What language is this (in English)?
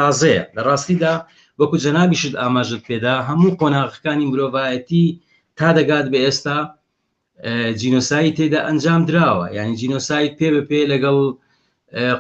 Central Kurdish